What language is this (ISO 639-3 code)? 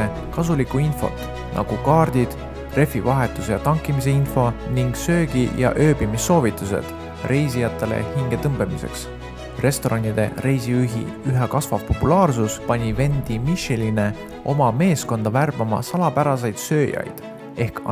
est